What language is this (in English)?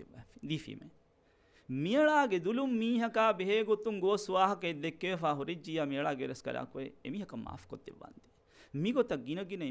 Divehi